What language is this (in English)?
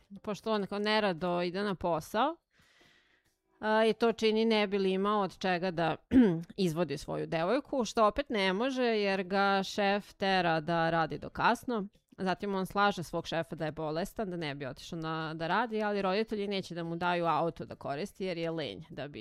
Serbian